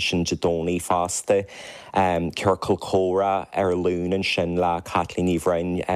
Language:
Irish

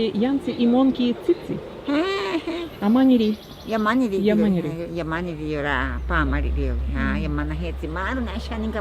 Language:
Ashéninka Perené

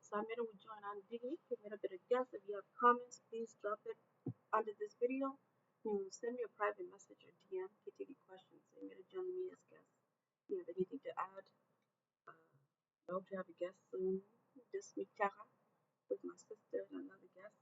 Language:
Acoli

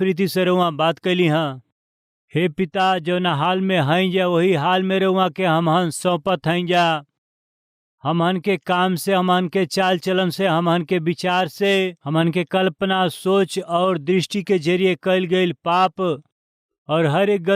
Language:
Bhojpuri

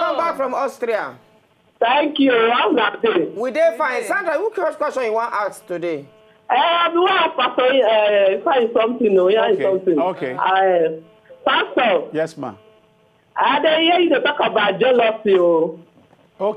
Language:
Nigerian Pidgin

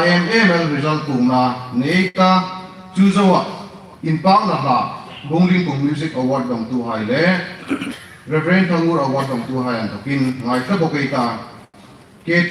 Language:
Hmar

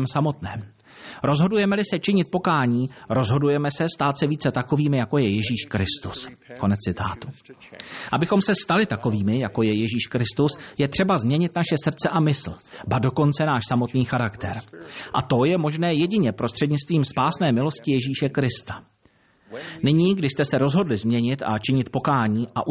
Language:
Czech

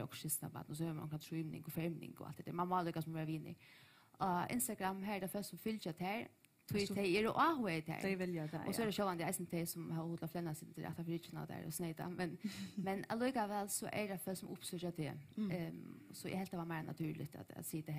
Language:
Faroese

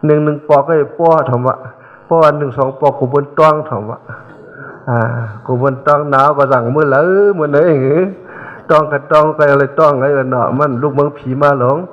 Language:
Shan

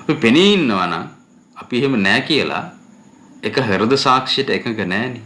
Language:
Sinhala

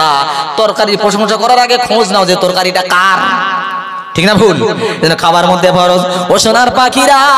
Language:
Bangla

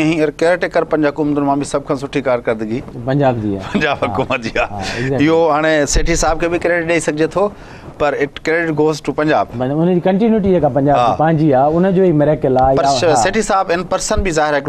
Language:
Sindhi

